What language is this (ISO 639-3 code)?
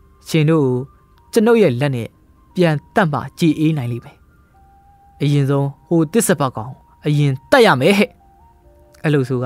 mya